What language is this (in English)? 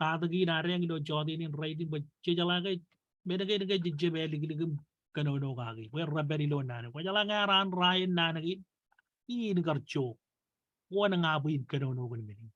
Marshallese